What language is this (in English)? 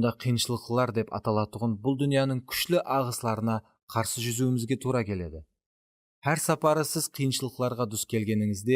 Kara-Kalpak